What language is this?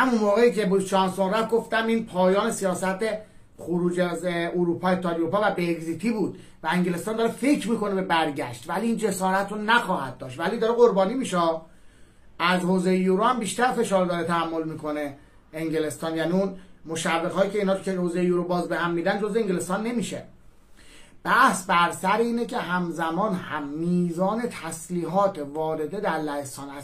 Persian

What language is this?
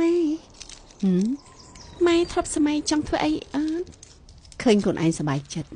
Khmer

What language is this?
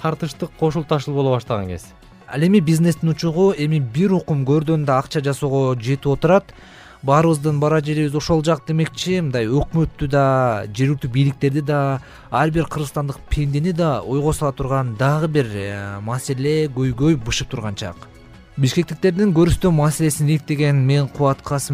Kyrgyz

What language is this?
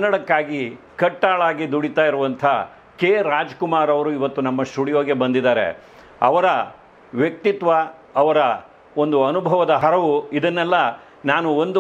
Kannada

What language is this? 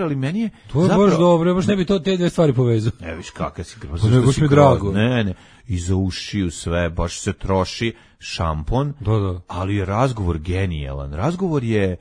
Serbian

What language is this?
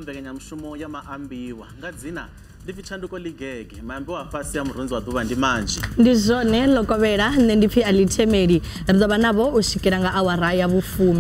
Venda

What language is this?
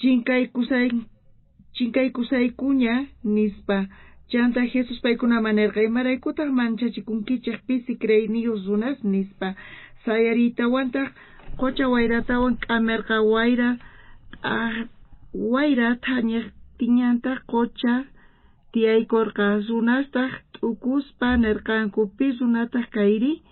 South Bolivian Quechua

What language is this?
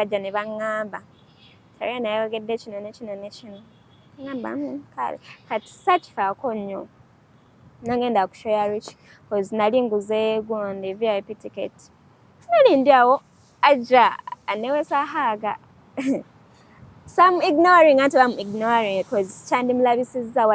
Ganda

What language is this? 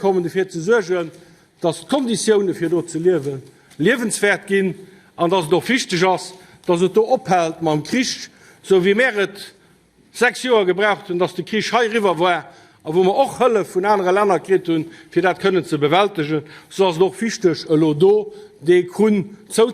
Luxembourgish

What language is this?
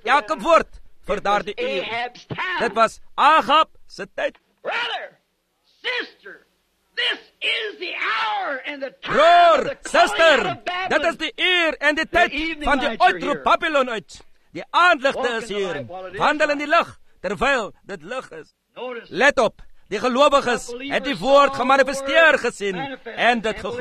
Afrikaans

